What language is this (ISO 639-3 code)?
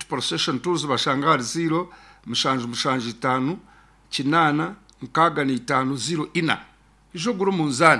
nyn